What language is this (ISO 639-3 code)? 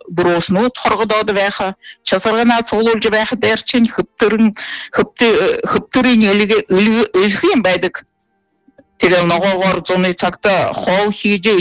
bua